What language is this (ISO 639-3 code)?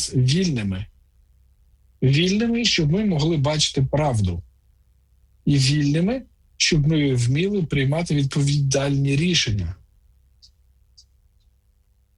ukr